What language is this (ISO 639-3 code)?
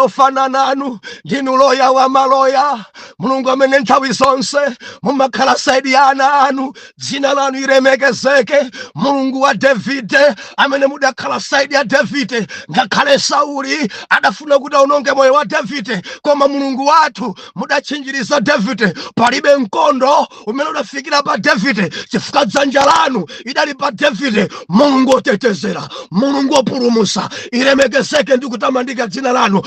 nya